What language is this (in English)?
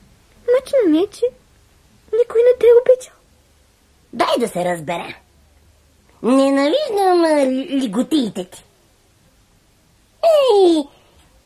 Bulgarian